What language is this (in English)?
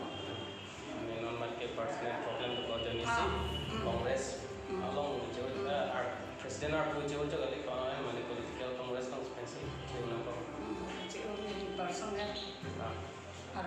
Karbi